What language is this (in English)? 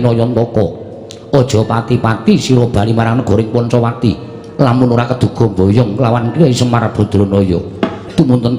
Javanese